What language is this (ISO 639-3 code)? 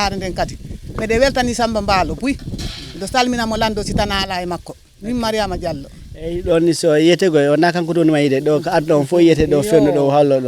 ful